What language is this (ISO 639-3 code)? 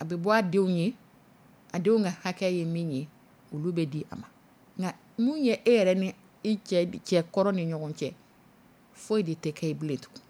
dyu